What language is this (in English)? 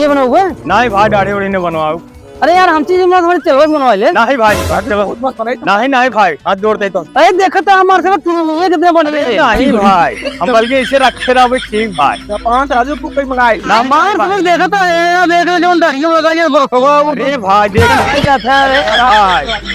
Awadhi